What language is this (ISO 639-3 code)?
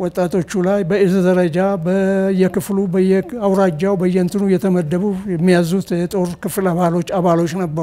amh